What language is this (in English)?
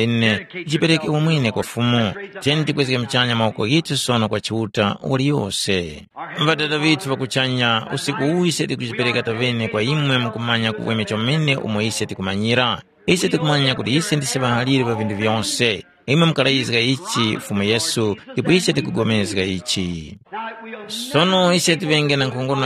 Tumbuka